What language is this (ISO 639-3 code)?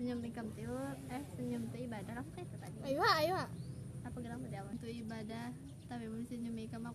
bjn